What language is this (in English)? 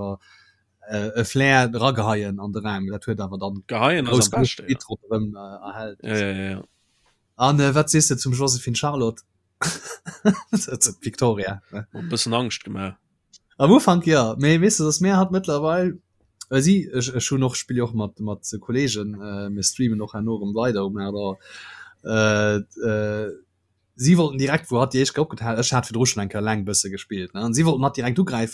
Luxembourgish